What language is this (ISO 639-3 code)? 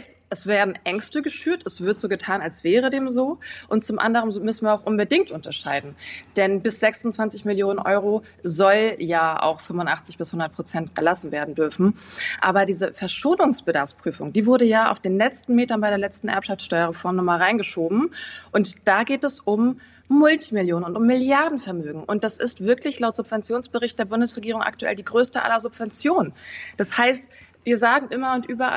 deu